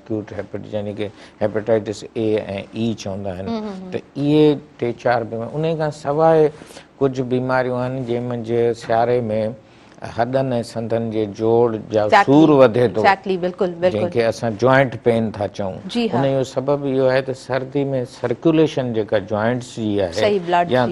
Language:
Sindhi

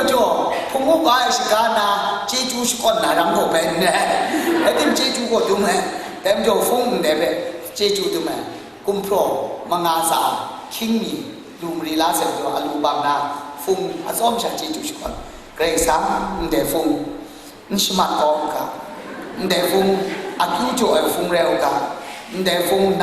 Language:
Kachin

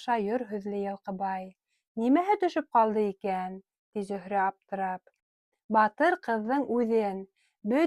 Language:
Bashkir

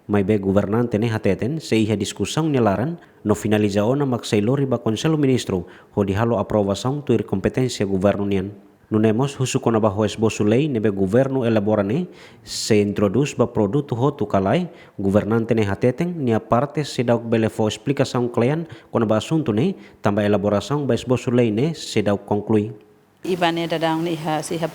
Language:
Tetum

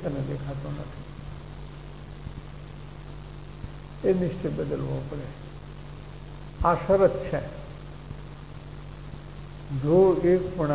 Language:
Gujarati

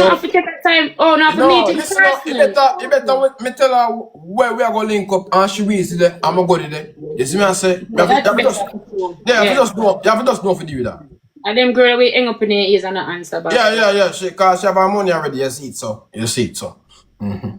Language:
Jamaican Creole English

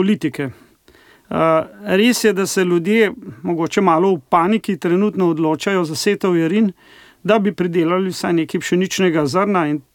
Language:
Slovenian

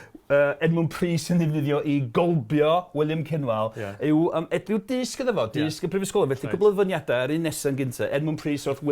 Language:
Welsh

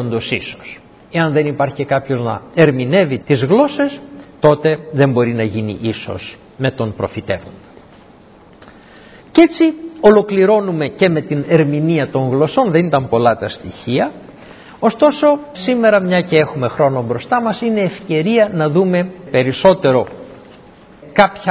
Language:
Greek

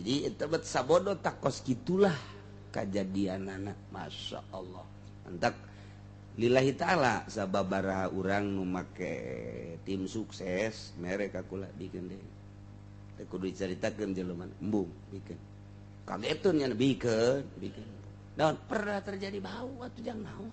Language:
Sundanese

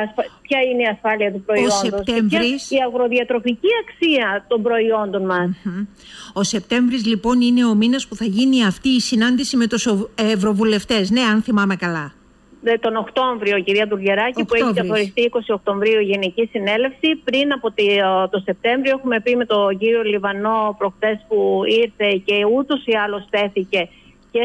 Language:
Greek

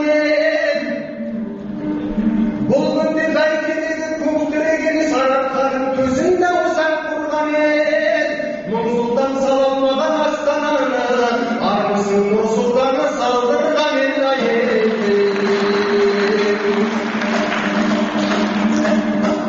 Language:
Kazakh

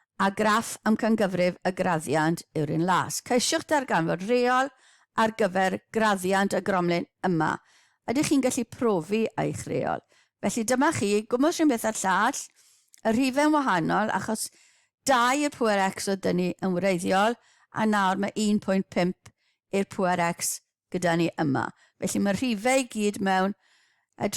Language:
Welsh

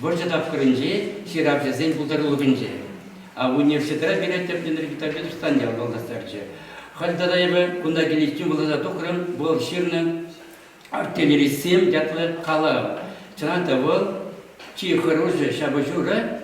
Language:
Chuvash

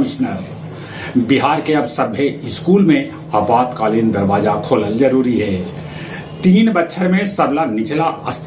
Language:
Magahi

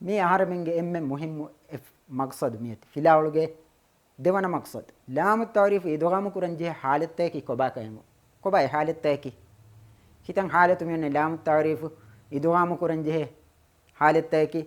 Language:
Divehi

